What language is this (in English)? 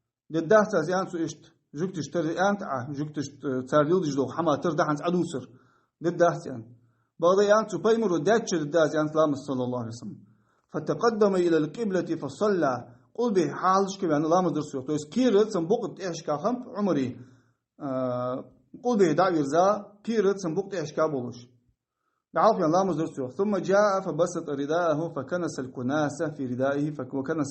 Ingush